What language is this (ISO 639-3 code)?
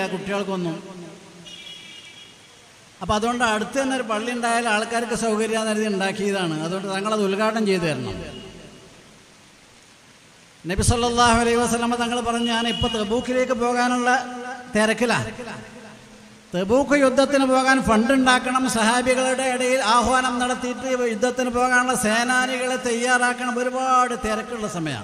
mal